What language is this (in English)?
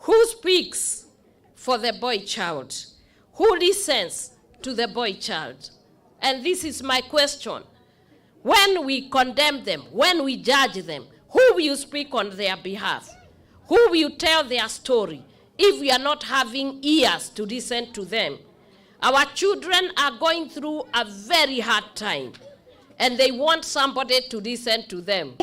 Kamba